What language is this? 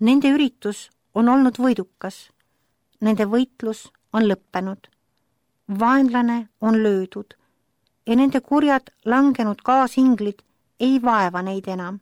Estonian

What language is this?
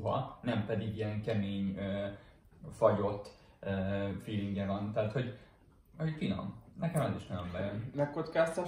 Hungarian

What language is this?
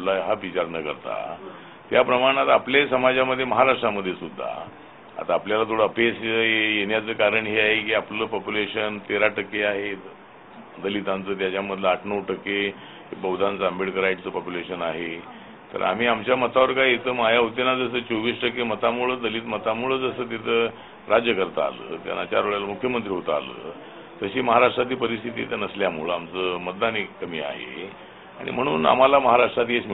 Marathi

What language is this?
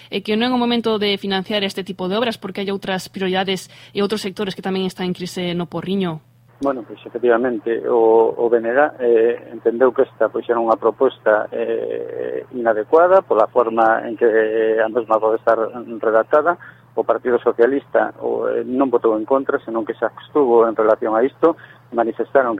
Galician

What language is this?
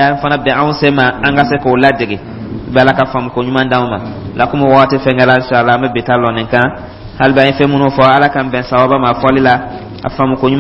Dyula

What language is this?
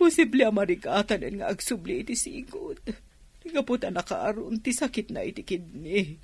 Iloko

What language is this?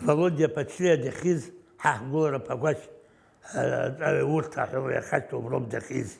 Abkhazian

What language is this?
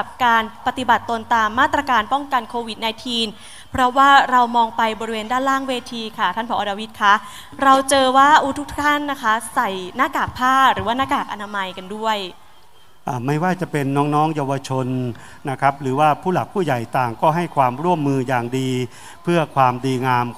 Thai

